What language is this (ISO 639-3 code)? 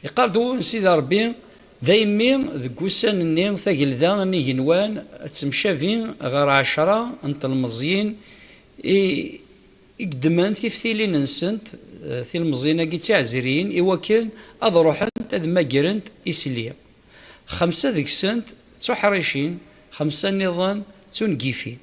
kab